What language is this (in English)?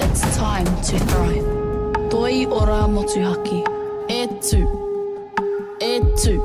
Māori